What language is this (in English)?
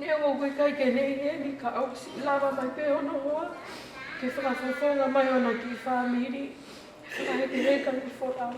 Tongan